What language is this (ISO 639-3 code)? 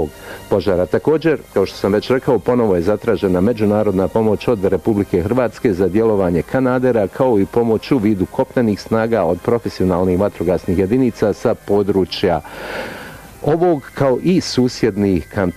bos